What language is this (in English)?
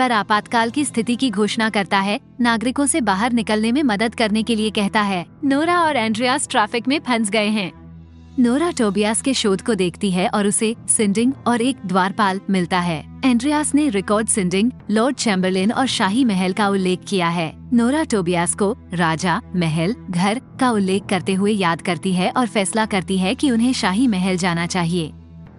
Hindi